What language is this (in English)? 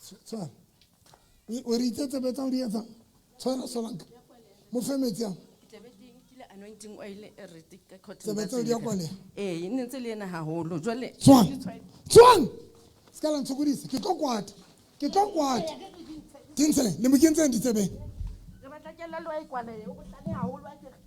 Southern Sotho